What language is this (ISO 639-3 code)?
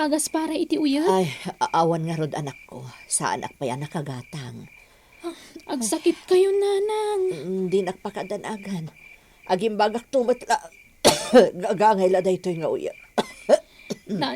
ilo